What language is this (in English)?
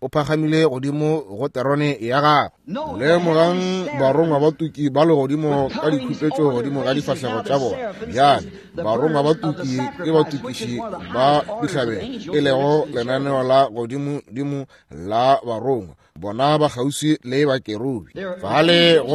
Northern Sotho